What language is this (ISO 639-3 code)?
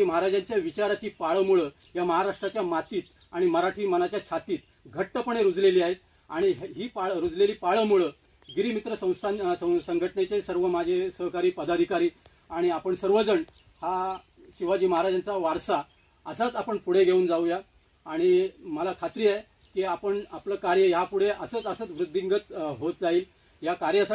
mar